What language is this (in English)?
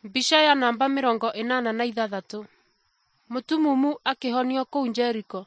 Kikuyu